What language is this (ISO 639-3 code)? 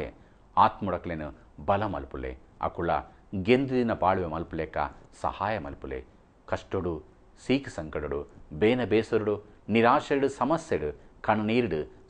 kan